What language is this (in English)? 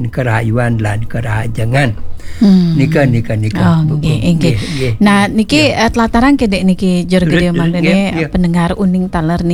Balinese